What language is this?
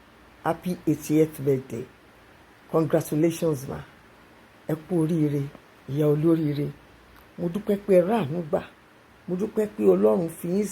Yoruba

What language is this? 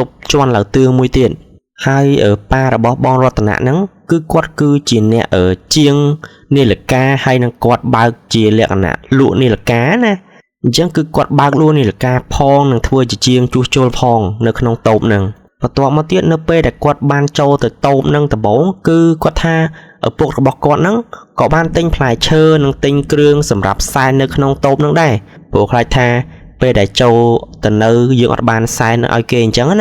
Khmer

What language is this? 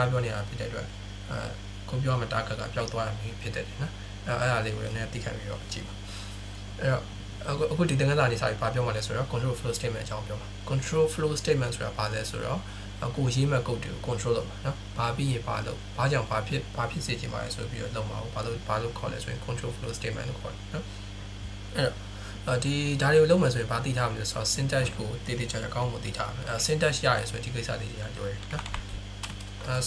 Burmese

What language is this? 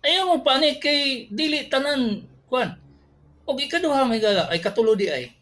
Cebuano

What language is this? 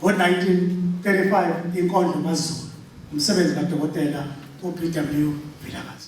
Zulu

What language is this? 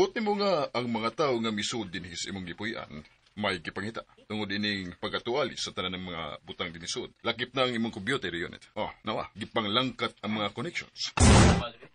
Cebuano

